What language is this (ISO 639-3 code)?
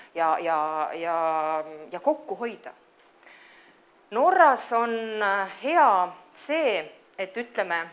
est